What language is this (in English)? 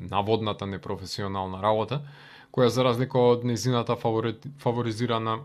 Macedonian